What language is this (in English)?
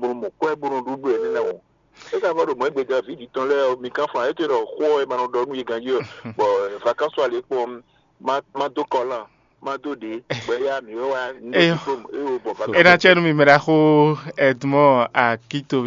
Fon